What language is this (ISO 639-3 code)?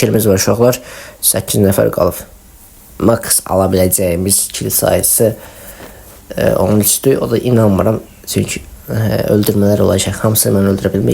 aze